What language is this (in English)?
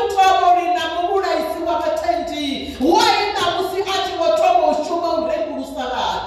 Venda